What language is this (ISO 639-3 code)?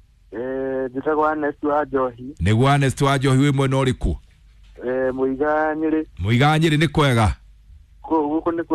kik